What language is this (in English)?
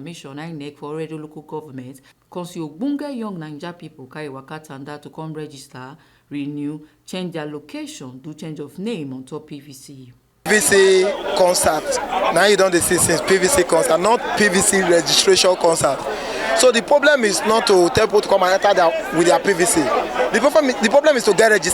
Nigerian Pidgin